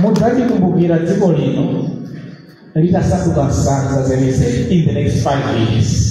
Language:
Nyanja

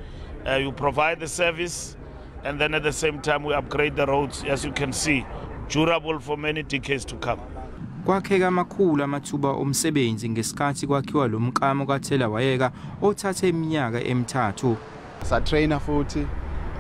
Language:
Zulu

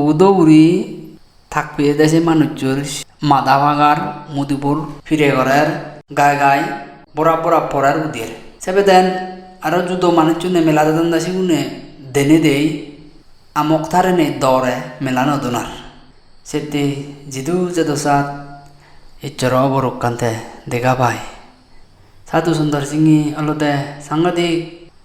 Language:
Chakma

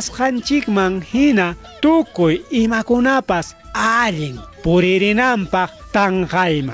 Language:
Ayacucho Quechua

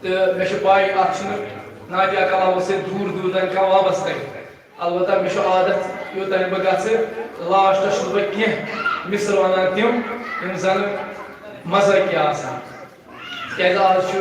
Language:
Kashmiri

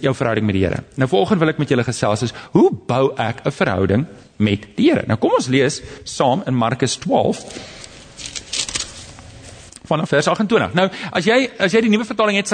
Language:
Afrikaans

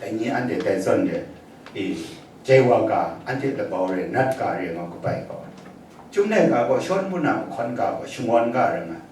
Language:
Kachin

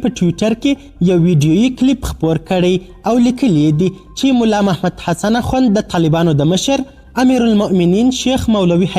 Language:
Pashto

